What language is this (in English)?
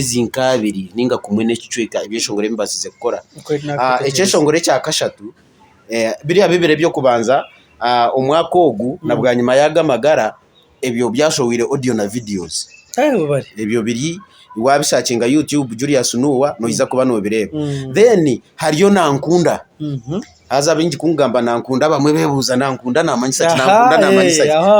Nyankole